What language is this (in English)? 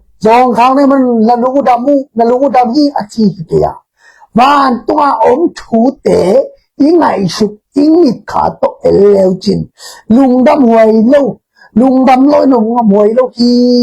Tedim Chin